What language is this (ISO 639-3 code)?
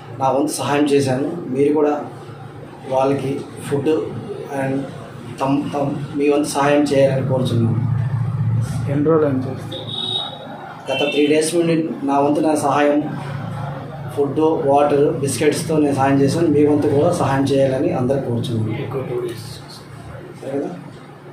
tel